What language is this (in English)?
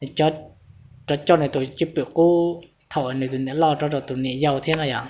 Hmong